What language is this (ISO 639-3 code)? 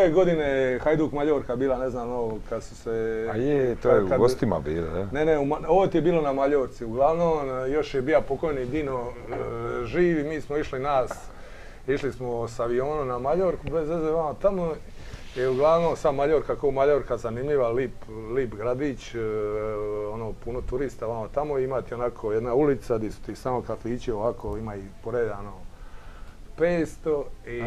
hrv